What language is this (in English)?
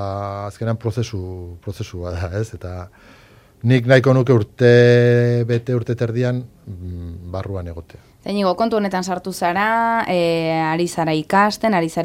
Basque